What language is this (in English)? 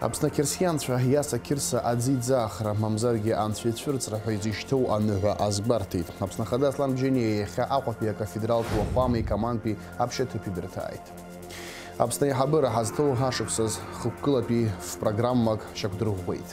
Abkhazian